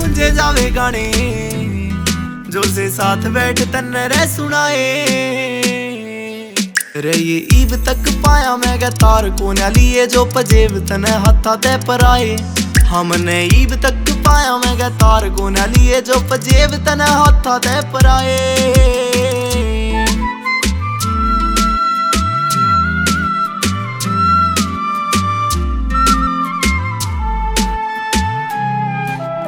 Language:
Haryanvi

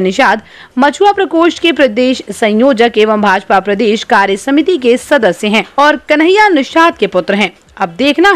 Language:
Hindi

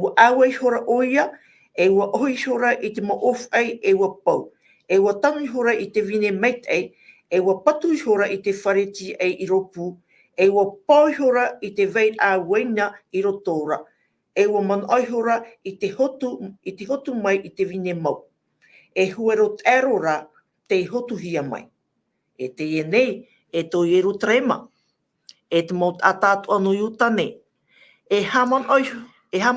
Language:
Tahitian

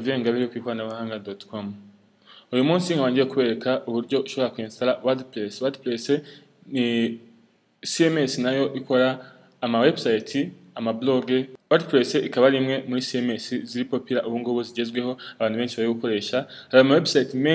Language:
Kinyarwanda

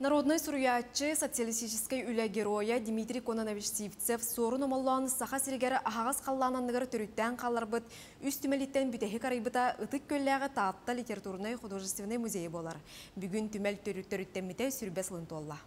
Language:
Yakut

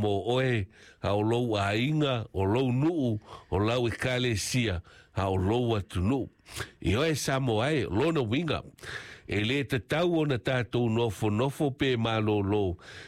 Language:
Samoan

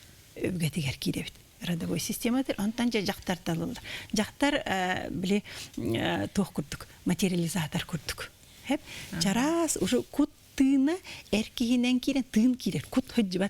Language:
Yakut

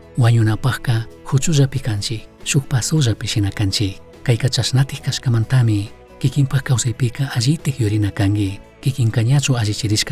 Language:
Chimborazo Highland Quichua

